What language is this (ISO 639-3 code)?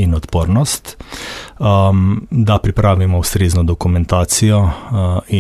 slv